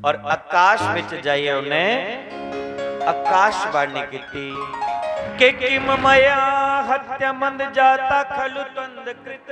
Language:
Dogri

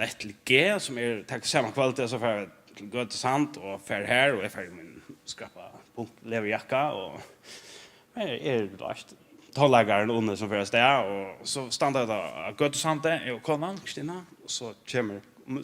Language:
Faroese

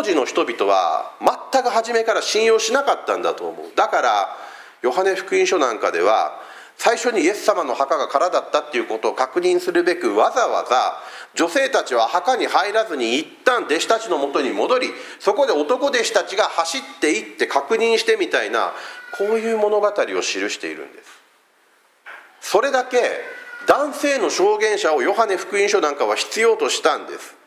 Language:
Japanese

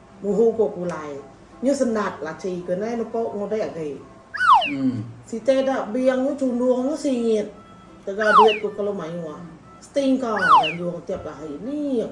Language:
Iban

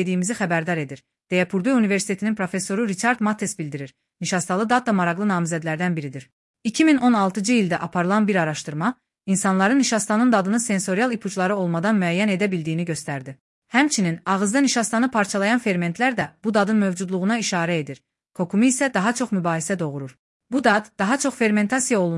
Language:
Azerbaijani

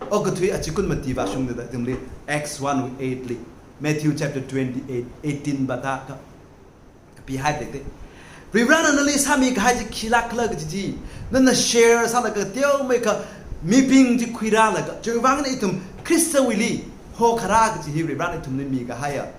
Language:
Tangkhul Naga (India)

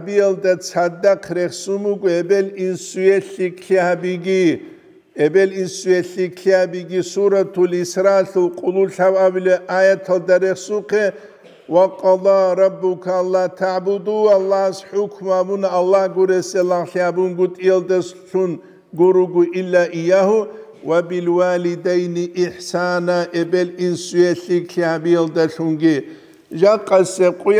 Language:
Avaric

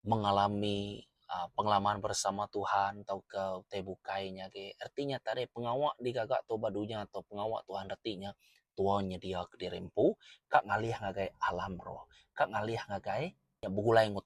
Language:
Iban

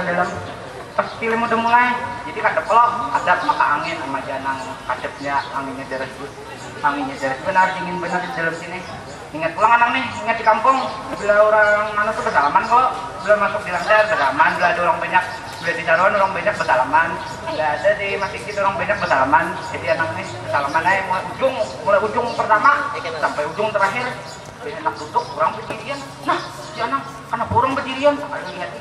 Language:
Banjar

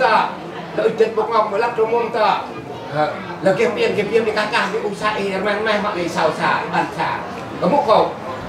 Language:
Central Mnong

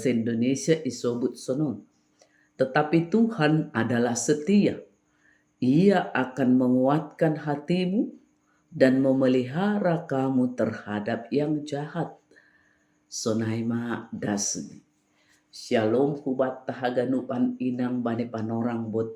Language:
Batak Simalungun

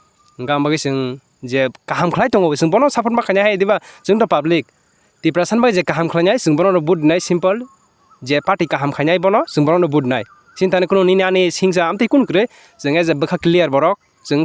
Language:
Kok Borok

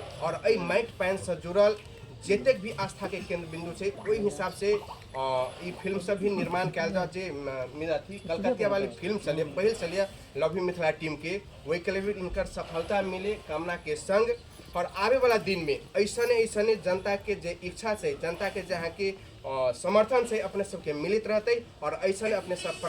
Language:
Maithili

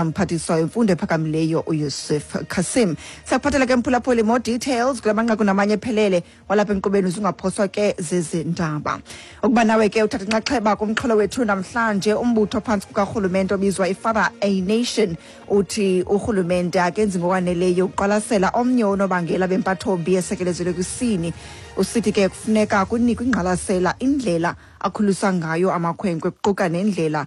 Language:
Xhosa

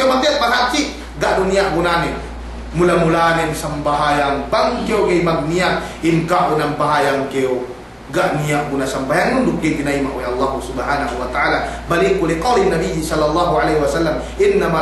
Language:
Yakan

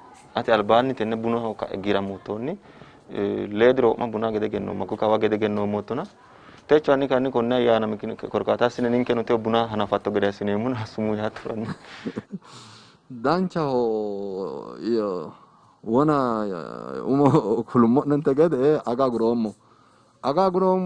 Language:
Sidamo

